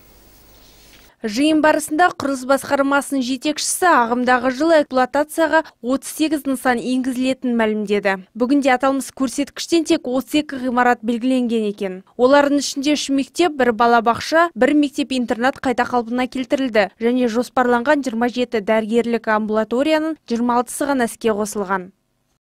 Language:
Kazakh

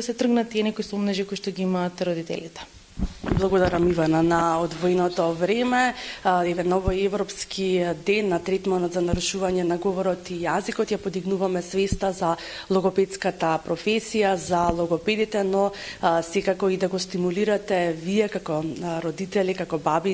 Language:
Macedonian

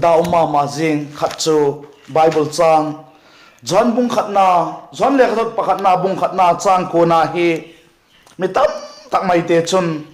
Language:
Vaiphei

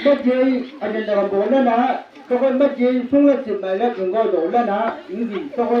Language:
Chang Naga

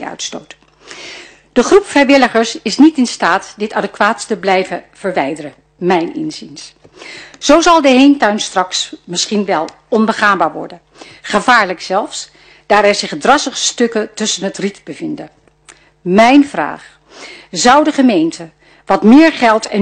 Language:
Dutch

